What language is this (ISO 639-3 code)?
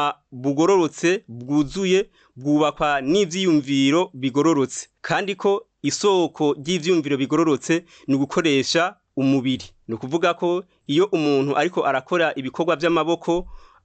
run